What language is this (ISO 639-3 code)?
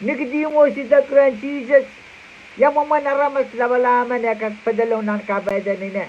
pon